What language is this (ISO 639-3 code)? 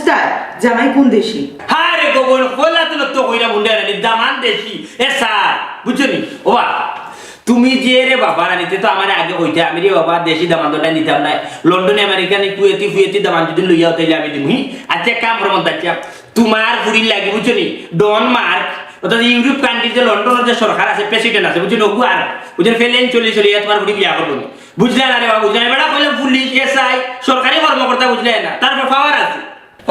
syl